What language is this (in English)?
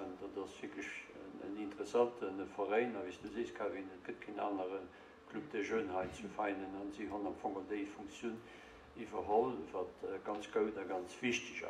Luxembourgish